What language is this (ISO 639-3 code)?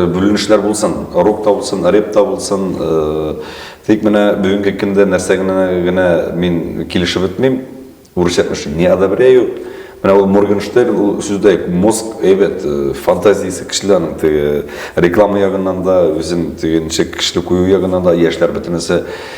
tat